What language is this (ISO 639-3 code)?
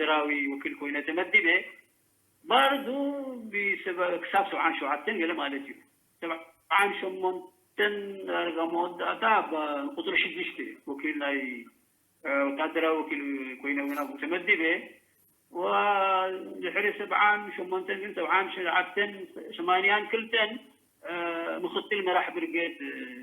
tir